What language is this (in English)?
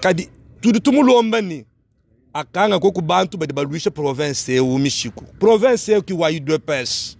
Luba-Lulua